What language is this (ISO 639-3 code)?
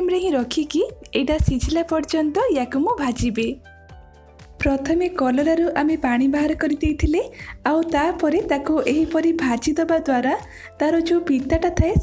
ori